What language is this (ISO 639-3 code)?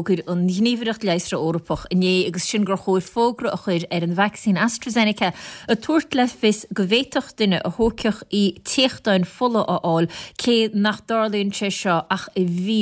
gle